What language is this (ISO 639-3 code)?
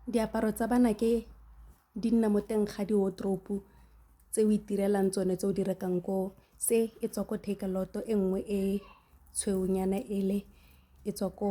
tsn